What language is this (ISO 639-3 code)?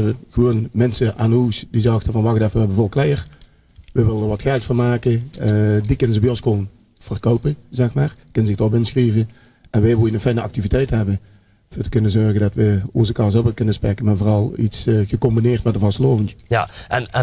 lim